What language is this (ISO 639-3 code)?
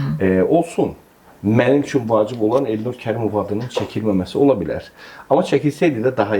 aze